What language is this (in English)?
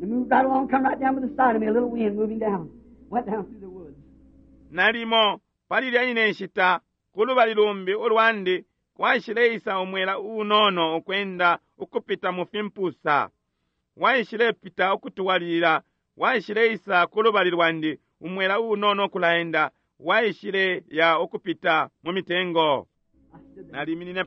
Bemba